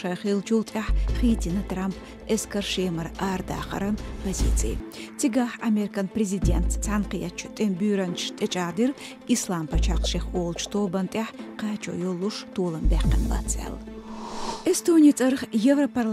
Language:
Chechen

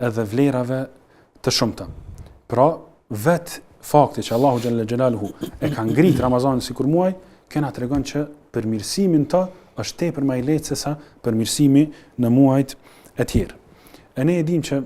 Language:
Albanian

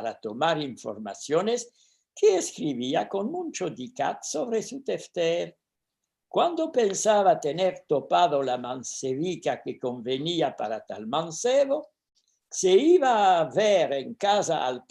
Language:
Ladino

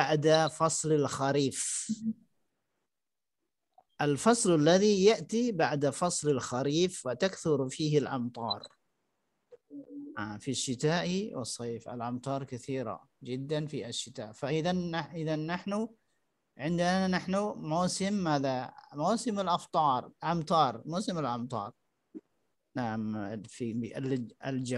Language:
Arabic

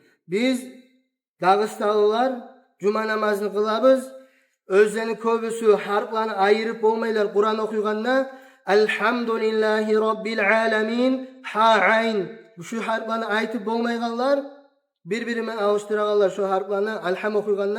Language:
Kumyk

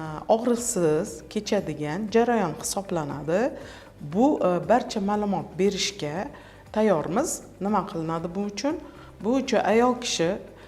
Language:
Uzbek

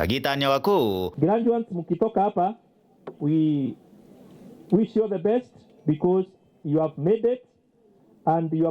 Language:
Meru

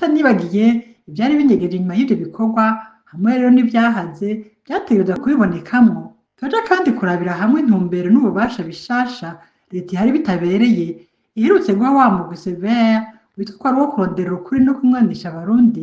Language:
Rundi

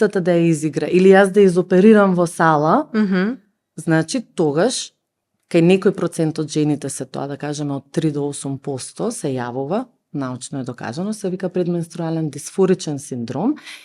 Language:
Macedonian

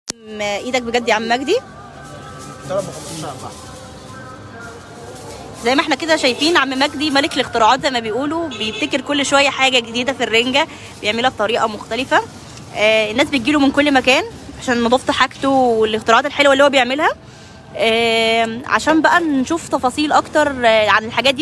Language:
Egyptian Arabic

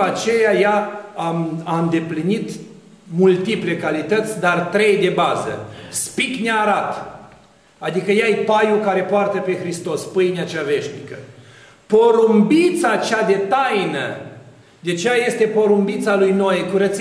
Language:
Romanian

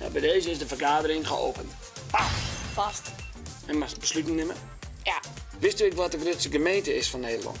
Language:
Western Frisian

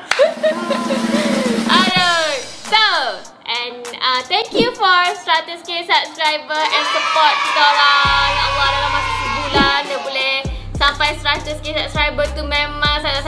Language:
Malay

